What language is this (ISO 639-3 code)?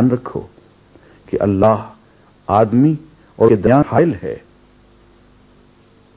urd